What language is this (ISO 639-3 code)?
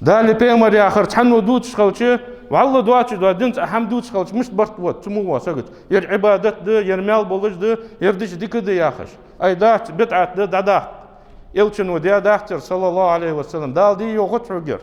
inh